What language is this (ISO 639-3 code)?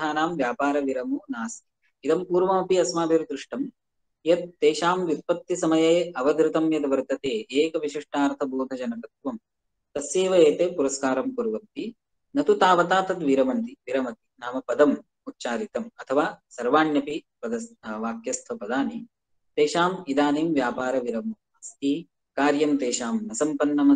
san